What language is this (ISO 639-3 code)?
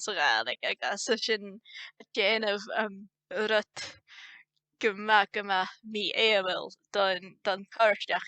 gla